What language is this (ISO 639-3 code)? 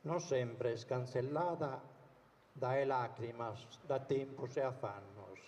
srd